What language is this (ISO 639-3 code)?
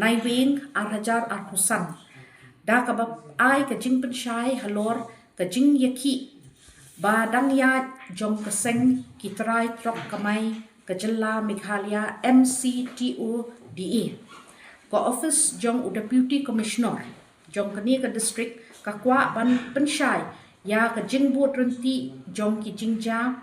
kha